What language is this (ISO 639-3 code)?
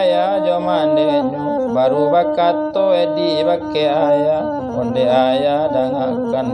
min